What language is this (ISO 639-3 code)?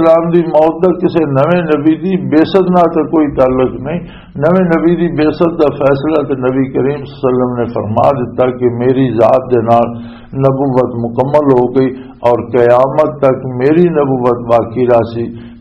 lah